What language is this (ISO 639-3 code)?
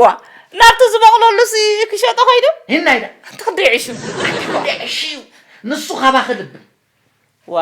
tir